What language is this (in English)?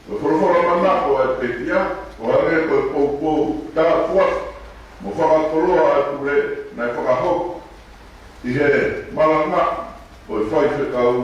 Tongan